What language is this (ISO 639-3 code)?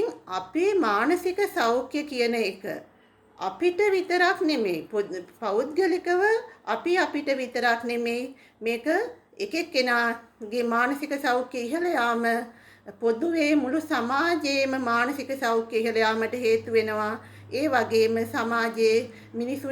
sin